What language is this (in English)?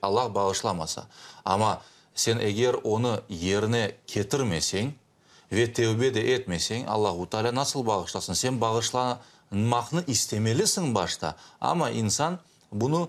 Crimean Tatar